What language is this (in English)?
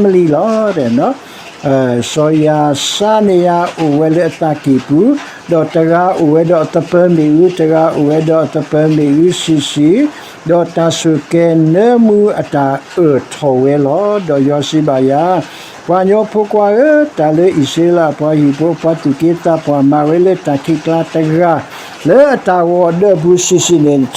S'gaw Karen